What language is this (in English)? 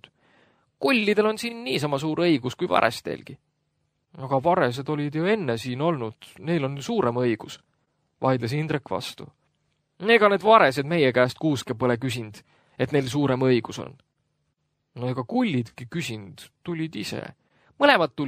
Estonian